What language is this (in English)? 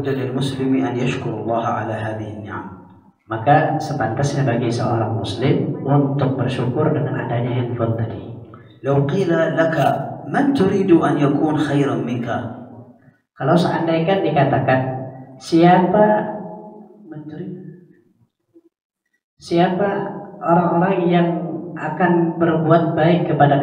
Indonesian